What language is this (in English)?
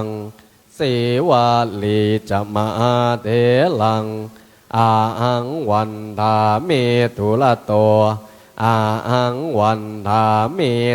Pali